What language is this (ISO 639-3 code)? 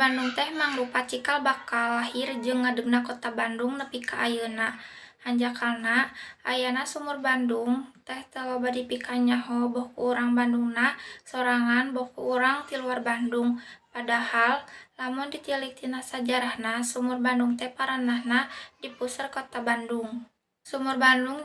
sun